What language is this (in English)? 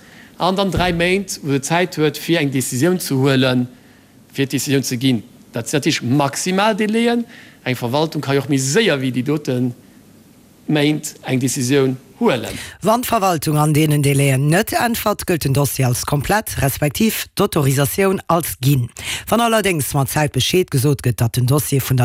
Luxembourgish